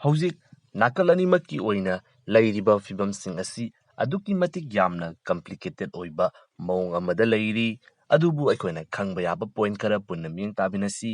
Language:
Manipuri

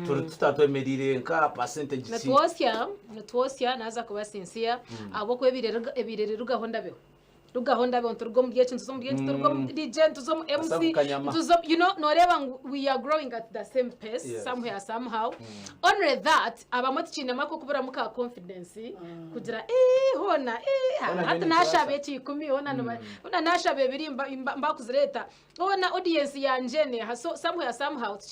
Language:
Nyankole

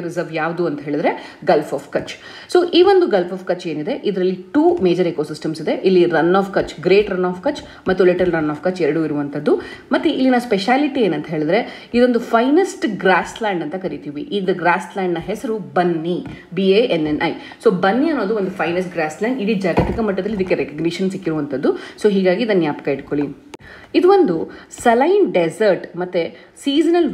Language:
Kannada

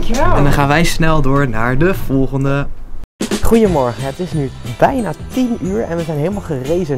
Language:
Dutch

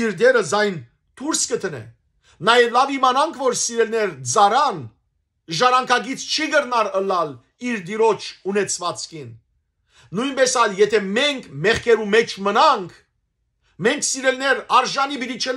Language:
Western Armenian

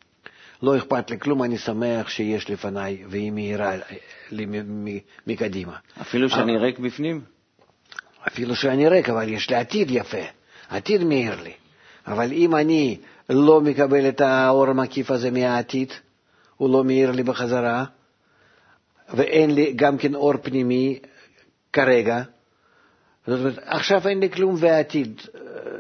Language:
Hebrew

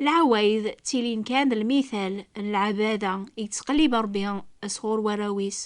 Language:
Kabyle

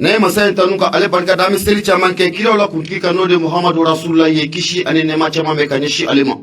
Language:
Bambara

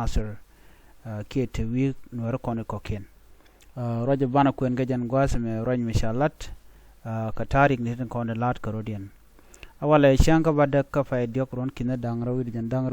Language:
Nuer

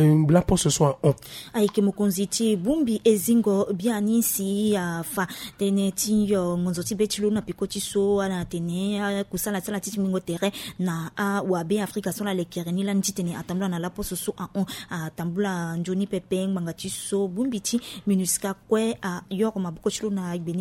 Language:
Sango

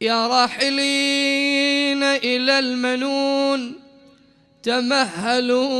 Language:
Mesopotamian Arabic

